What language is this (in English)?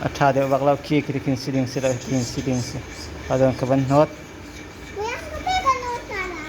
Hakha Chin